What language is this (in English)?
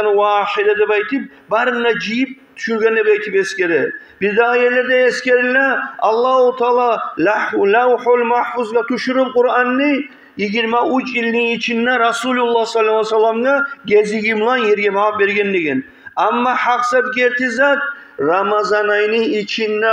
Kumyk